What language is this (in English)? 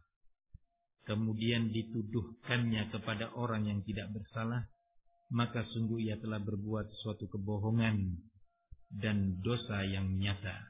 Indonesian